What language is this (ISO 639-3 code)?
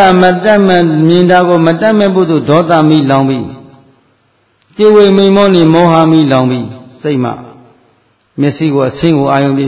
mya